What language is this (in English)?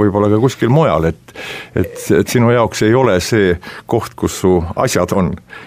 Estonian